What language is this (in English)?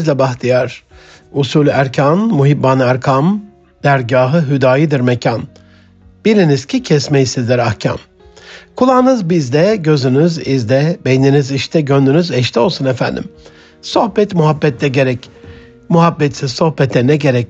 Turkish